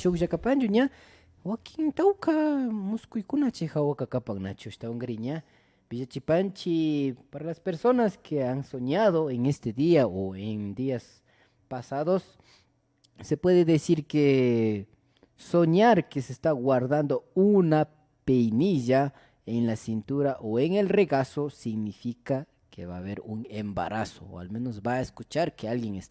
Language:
Imbabura Highland Quichua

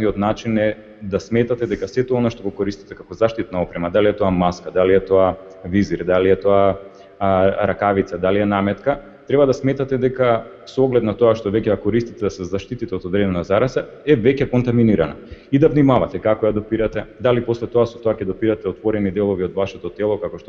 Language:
Macedonian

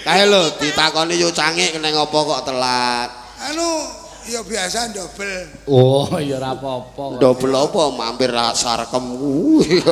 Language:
Javanese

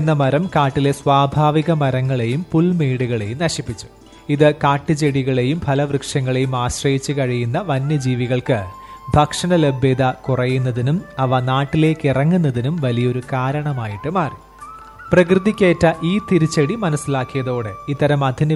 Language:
Malayalam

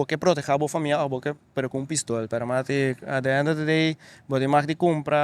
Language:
Papiamento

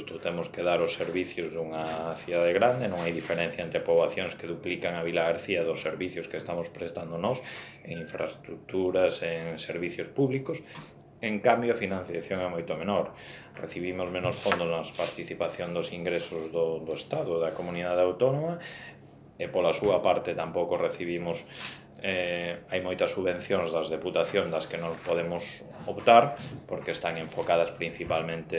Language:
Galician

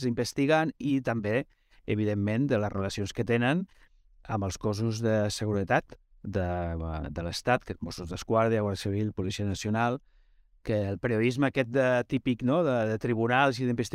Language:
Catalan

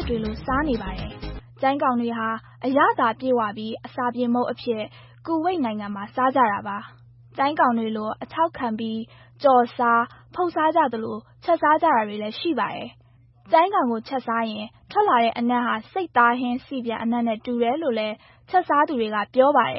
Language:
Burmese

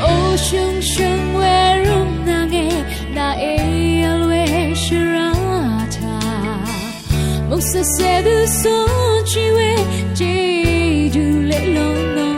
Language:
Rawang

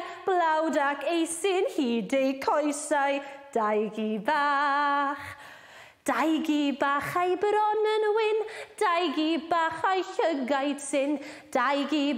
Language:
Welsh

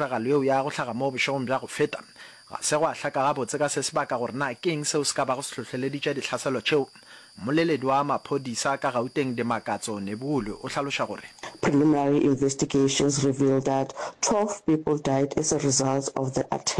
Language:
Northern Sotho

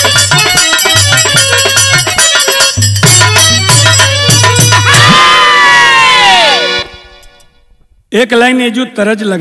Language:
Bhojpuri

